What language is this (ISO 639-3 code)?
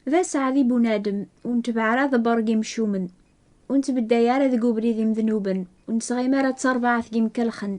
kab